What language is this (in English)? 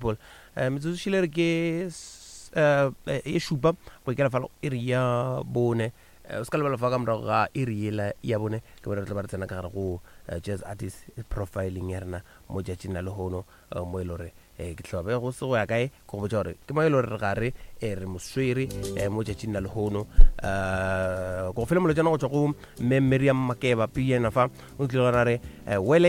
Northern Sotho